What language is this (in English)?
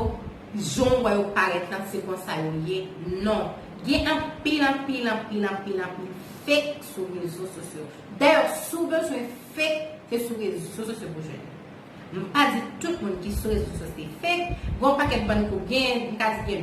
Haitian Creole